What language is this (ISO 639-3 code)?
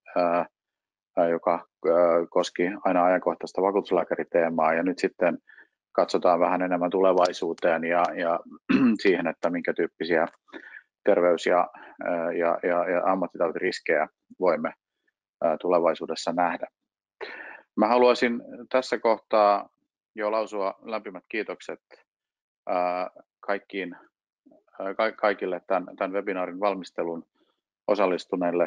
fin